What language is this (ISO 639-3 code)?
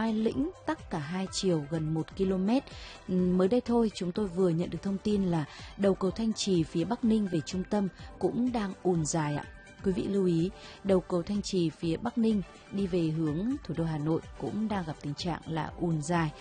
vie